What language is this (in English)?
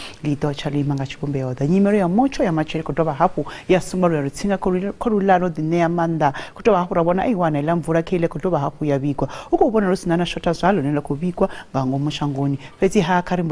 Venda